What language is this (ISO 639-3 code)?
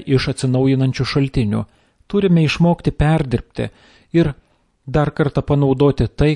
lit